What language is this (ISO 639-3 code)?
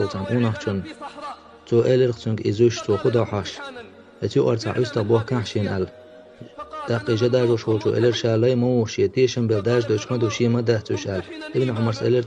che